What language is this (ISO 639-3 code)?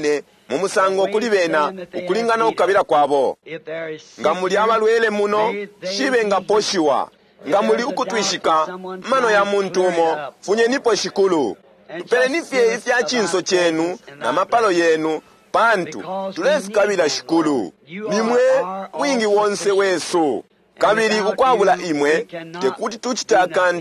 bem